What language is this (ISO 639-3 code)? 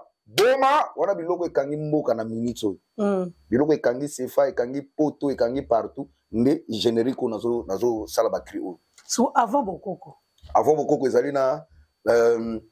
lin